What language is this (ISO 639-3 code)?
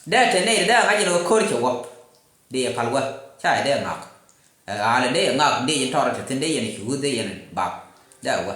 nus